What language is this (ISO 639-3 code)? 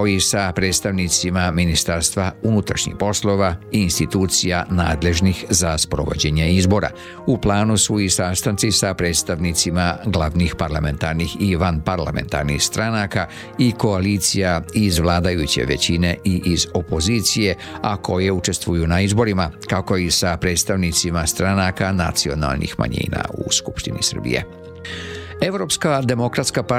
srp